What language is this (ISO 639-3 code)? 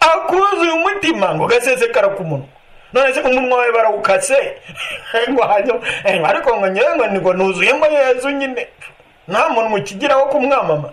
kin